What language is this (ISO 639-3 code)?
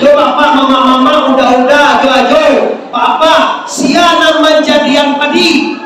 min